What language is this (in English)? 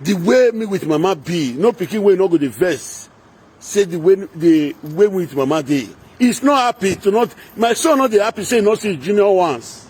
Nigerian Pidgin